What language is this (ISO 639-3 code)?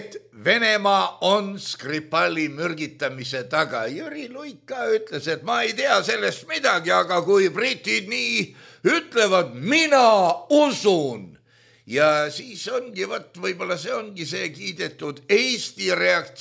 est